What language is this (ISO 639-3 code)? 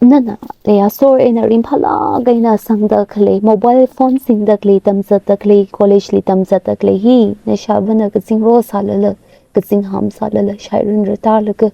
nmf